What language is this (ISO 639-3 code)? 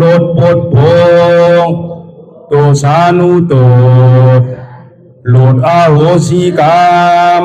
khb